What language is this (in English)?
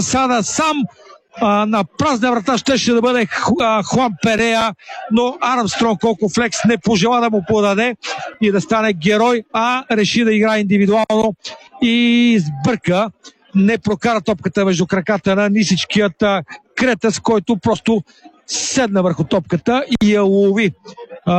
Bulgarian